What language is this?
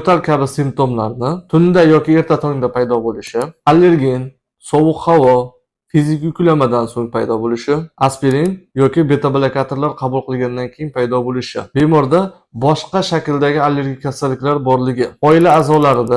Uzbek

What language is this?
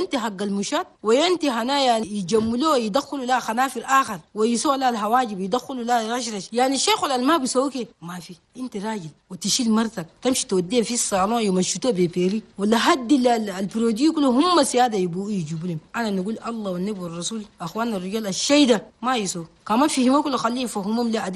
Chadian Arabic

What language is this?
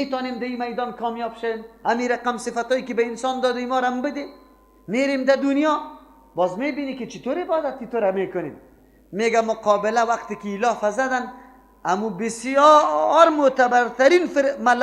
Persian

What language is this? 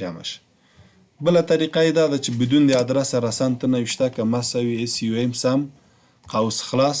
Pashto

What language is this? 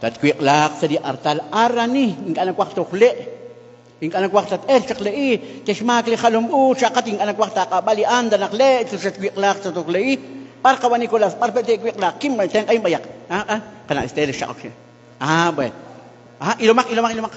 Kekchí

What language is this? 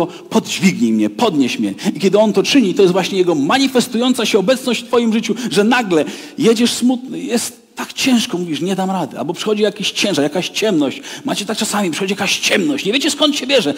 Polish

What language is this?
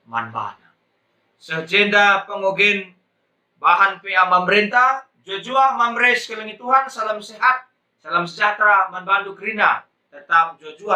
Batak Karo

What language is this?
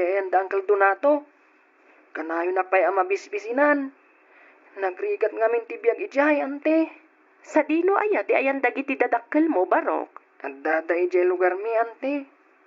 Iloko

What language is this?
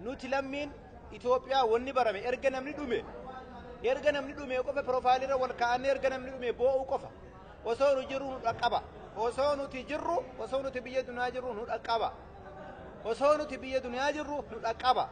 Oromo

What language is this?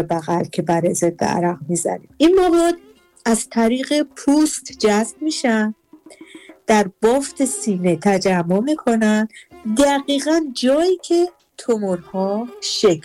Persian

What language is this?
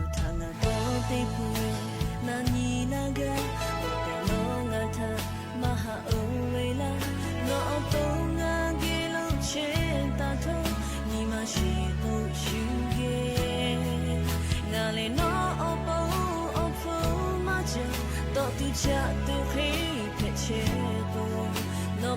Lahu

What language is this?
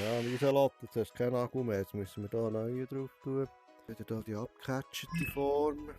Swiss German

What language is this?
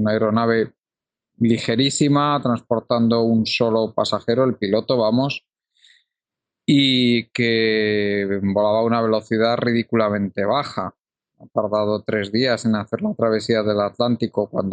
Spanish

